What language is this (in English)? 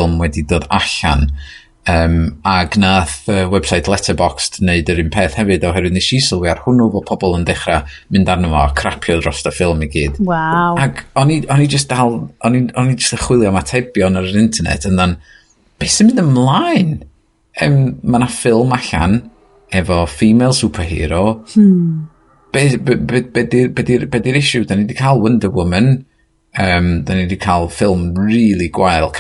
Welsh